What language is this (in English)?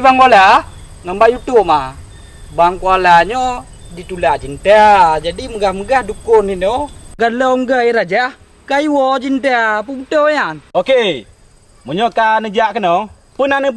Achinese